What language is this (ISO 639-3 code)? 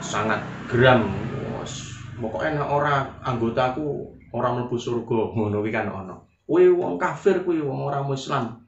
jav